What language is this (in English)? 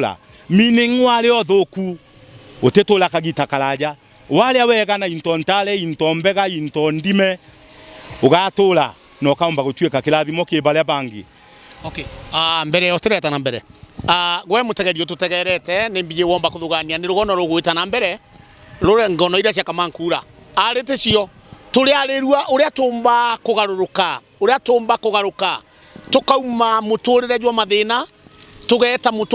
Meru